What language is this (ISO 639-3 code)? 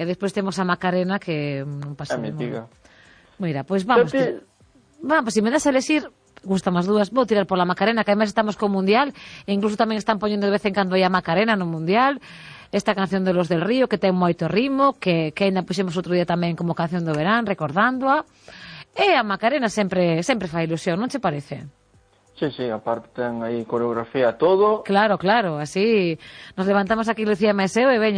glg